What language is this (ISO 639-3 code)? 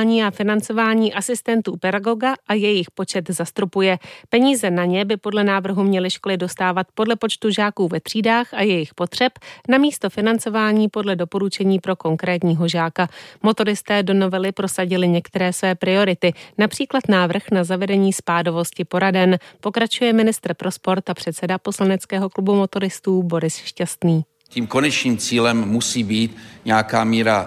ces